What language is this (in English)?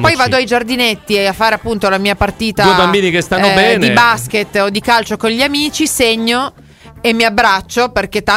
Italian